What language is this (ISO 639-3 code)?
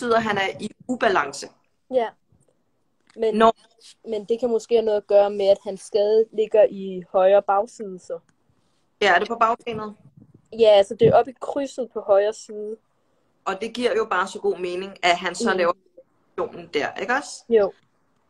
dan